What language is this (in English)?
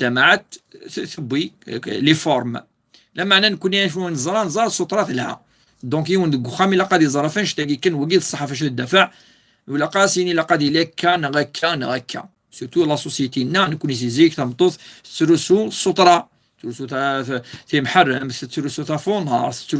Kabyle